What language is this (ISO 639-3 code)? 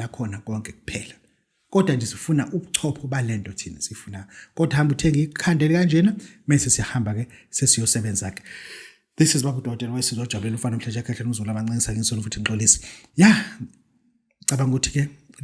zul